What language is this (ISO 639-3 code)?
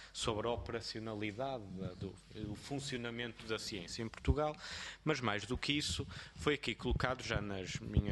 por